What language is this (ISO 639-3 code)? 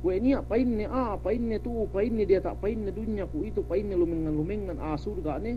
yka